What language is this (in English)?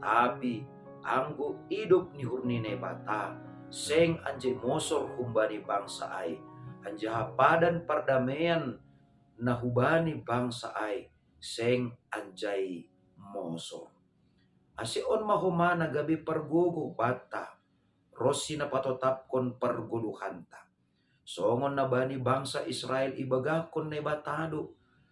Batak Simalungun